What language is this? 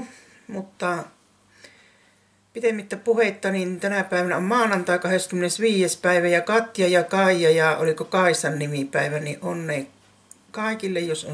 Finnish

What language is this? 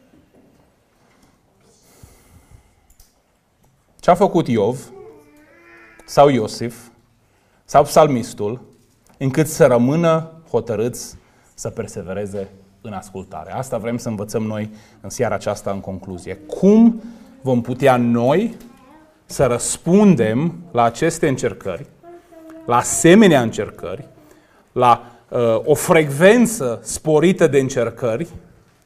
Romanian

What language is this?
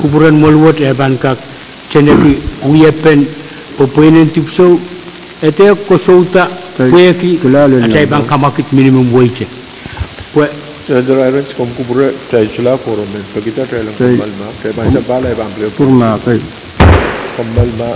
Pohnpeian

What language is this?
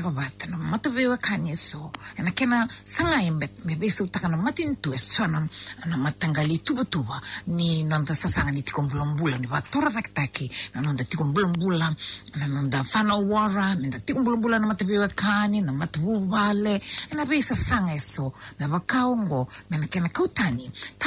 Fijian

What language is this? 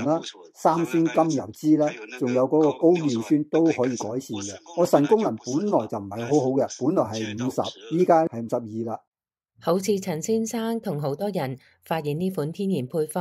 Cantonese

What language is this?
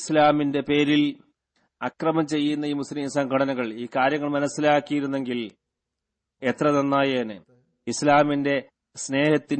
Malayalam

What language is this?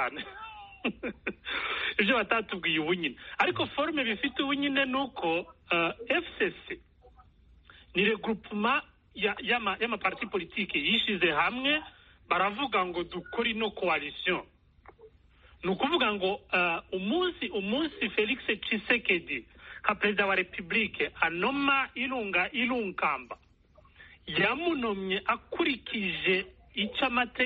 Kinyarwanda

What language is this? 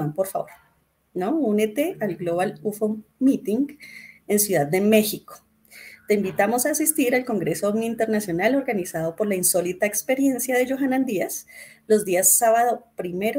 Spanish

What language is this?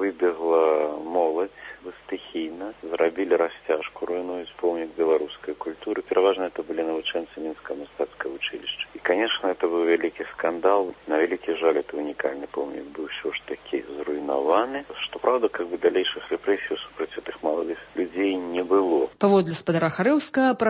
Belarusian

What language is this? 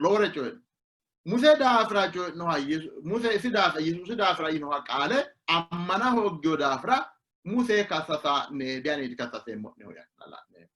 Sidamo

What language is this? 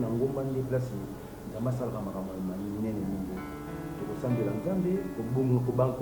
Lingala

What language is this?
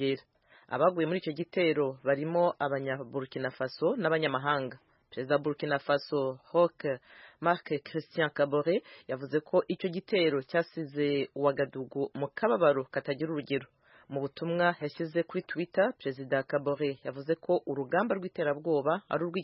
Kinyarwanda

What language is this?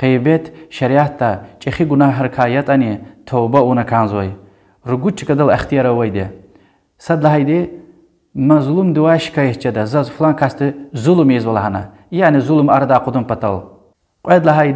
Lezghian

